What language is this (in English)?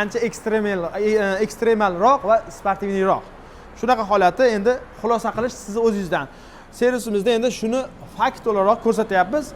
Uzbek